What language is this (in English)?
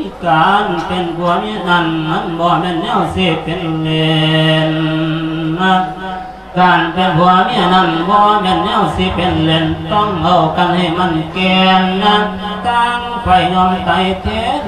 Lao